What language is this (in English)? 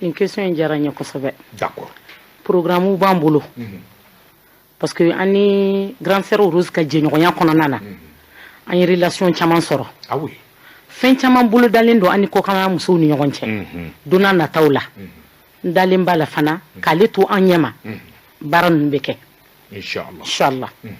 Bambara